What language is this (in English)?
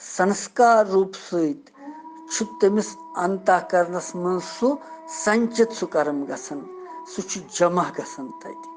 Kashmiri